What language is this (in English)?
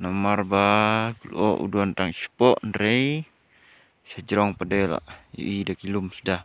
Khasi